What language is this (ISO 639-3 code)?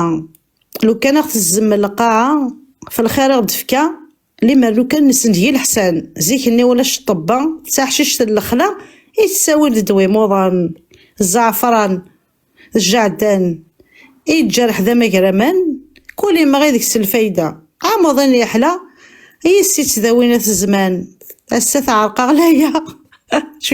kab